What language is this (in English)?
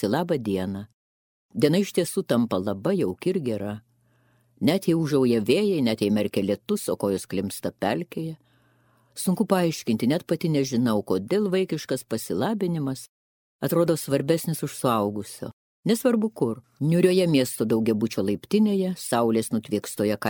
Lithuanian